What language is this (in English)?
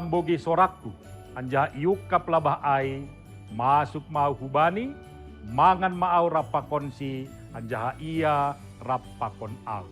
Batak Simalungun